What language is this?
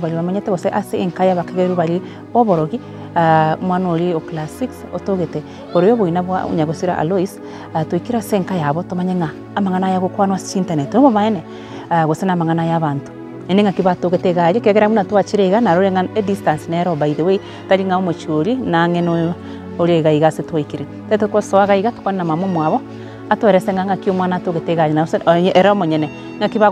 Gusii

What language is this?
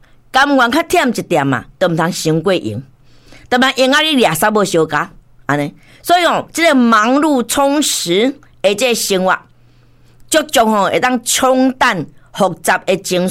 Min Nan Chinese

